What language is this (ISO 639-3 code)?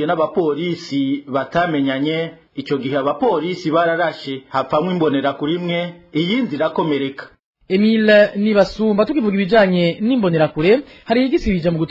run